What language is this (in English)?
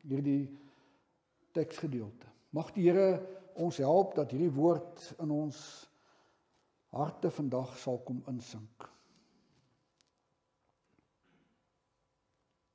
Afrikaans